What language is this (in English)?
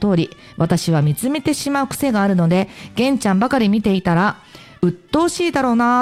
Japanese